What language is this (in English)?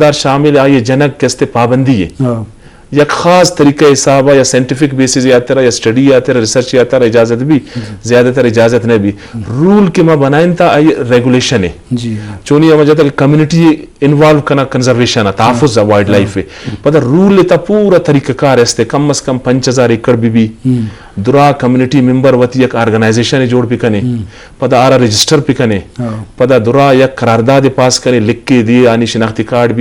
Eastern Balochi